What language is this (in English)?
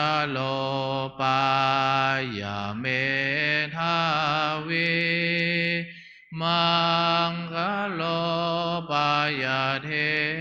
Pali